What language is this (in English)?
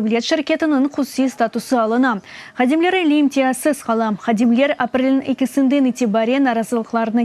Crimean Tatar